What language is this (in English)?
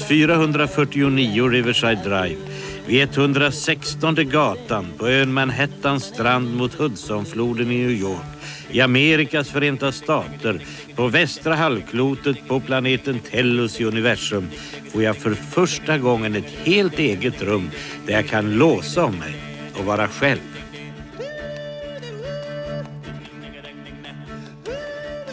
Swedish